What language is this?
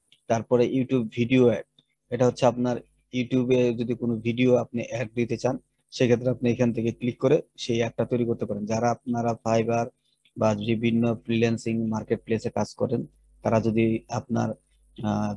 Bangla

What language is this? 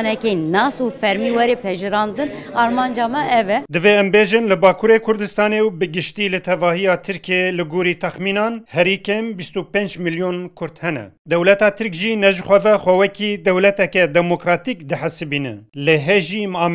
Kurdish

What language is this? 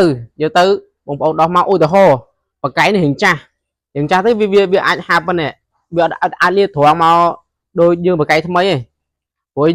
Khmer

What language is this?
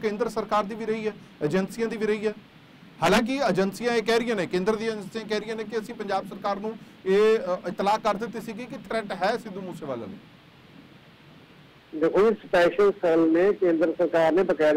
Punjabi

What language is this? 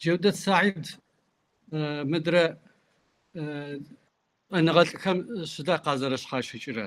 Kabardian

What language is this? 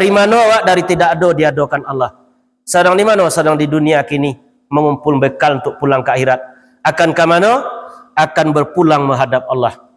Minangkabau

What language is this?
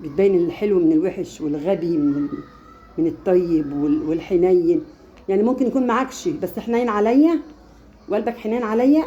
Egyptian Arabic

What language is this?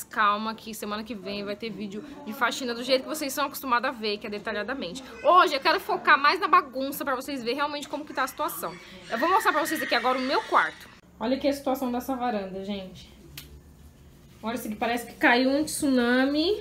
Portuguese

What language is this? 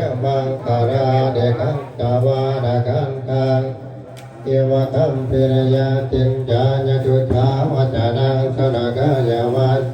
Pali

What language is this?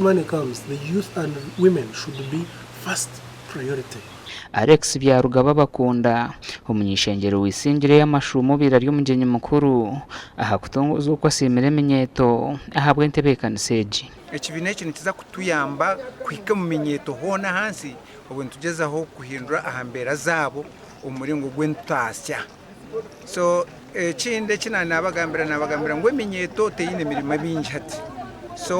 Nyankole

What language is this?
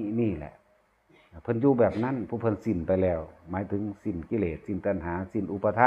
Northeastern Thai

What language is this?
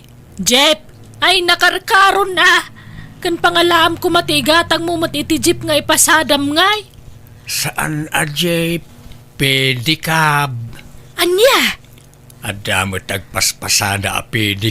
Iloko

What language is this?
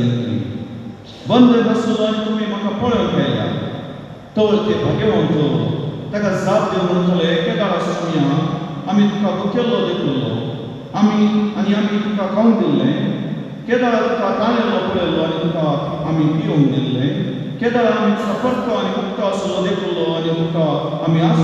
Konkani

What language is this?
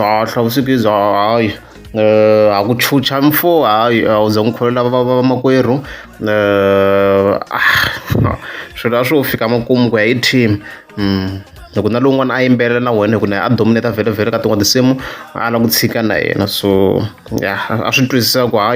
Tsonga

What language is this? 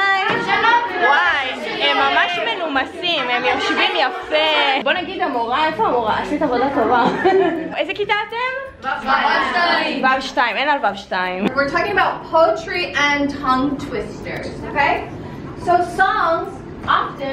Hebrew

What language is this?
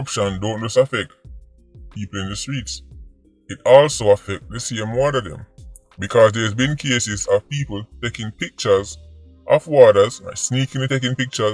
Jamaican Creole English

